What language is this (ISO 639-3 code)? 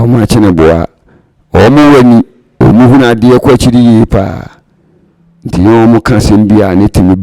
aka